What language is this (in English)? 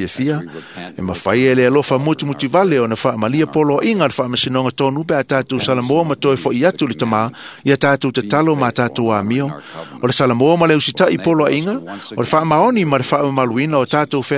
Samoan